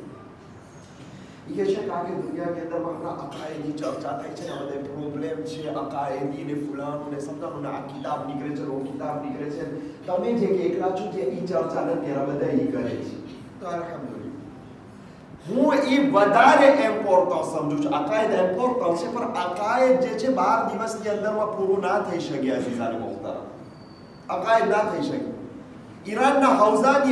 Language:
Gujarati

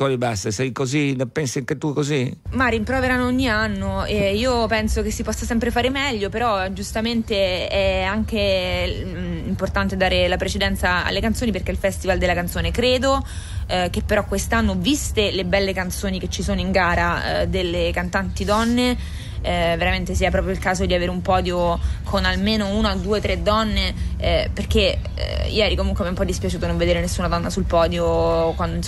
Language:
Italian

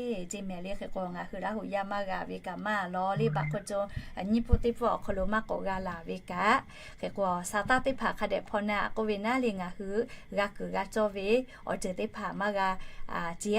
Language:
Lahu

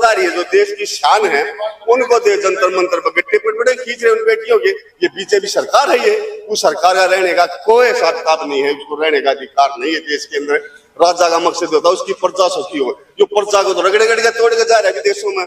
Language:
Hindi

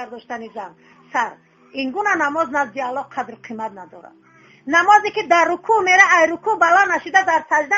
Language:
Tajik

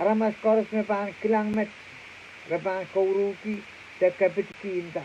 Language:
Pohnpeian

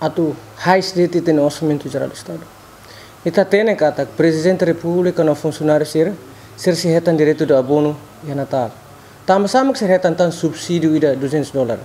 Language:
Tetum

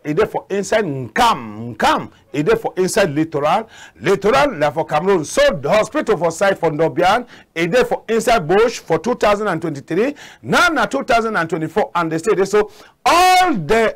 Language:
Cameroon Pidgin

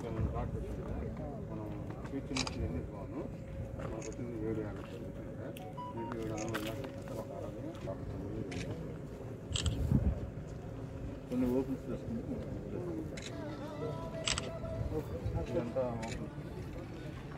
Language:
Telugu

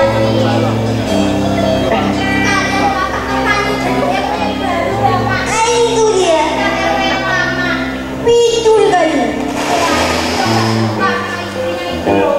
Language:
Indonesian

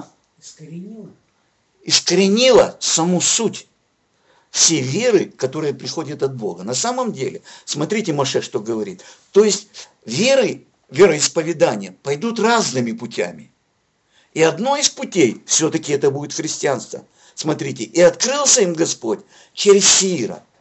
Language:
Russian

